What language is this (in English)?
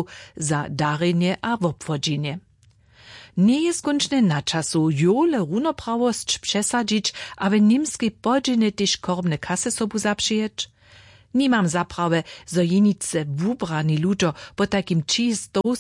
Upper Sorbian